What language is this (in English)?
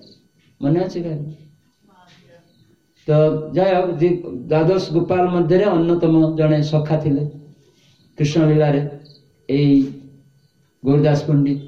Odia